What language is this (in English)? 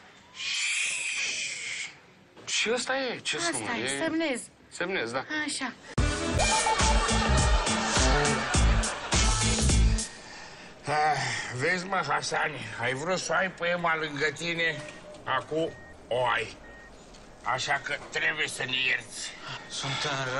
Romanian